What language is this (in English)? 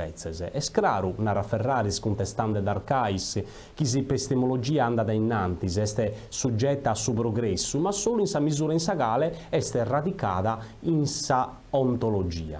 Sardinian